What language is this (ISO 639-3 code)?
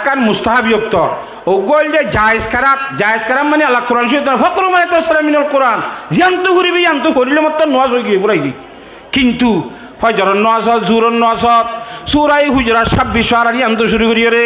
rhg